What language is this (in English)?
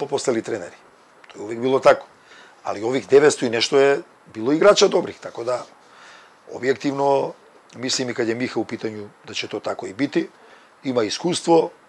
Serbian